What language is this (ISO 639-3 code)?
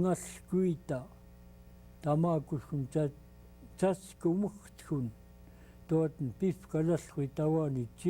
esu